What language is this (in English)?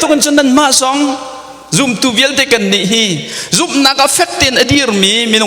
Hakha Chin